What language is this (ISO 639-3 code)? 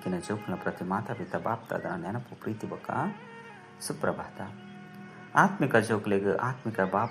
tcy